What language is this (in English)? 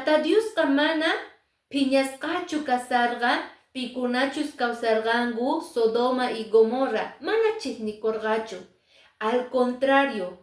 Quechua